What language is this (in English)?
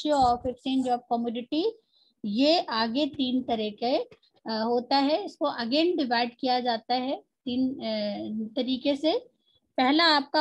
Hindi